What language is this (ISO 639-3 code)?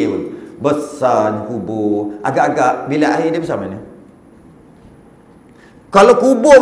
msa